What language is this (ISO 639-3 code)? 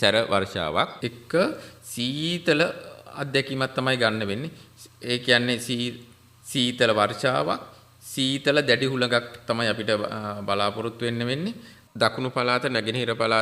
sin